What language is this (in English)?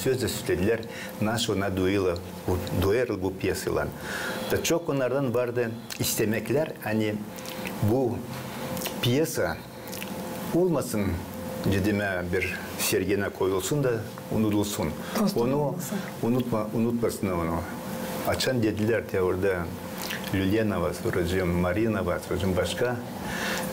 Gagauz